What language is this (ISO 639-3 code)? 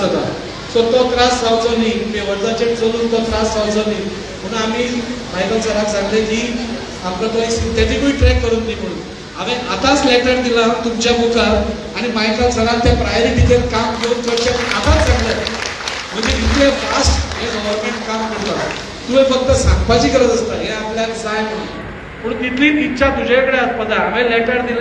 kok